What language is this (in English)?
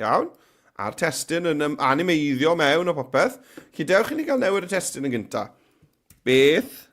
Welsh